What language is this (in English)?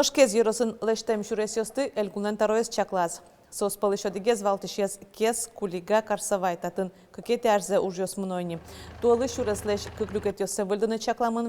Udmurt